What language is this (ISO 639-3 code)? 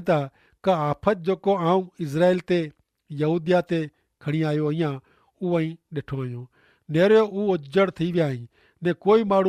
kfr